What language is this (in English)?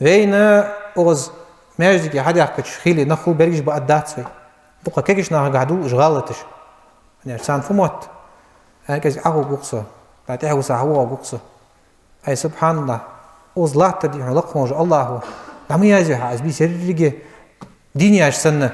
Ingush